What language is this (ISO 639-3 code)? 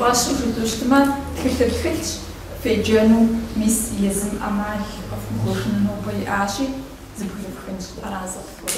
kbd